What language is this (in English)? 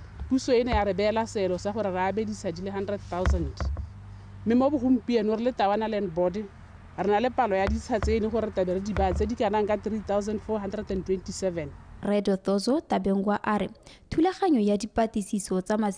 Tswana